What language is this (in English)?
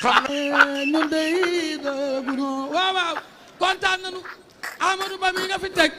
Wolof